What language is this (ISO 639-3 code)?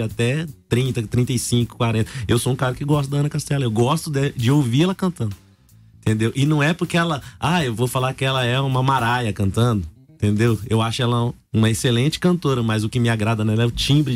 por